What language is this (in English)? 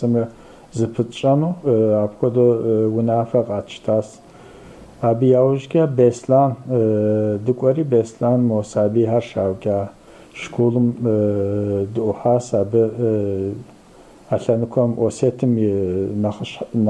Kabardian